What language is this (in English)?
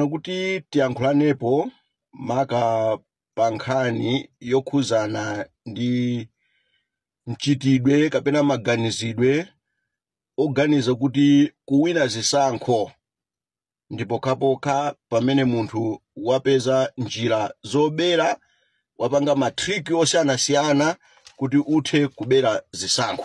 Nyanja